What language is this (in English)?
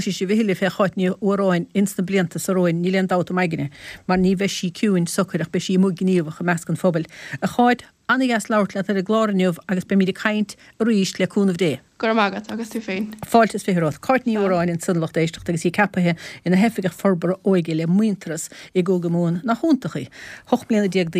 Irish